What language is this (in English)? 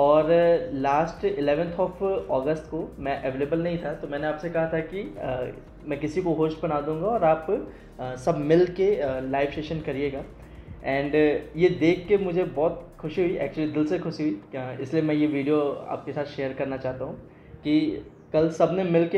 Hindi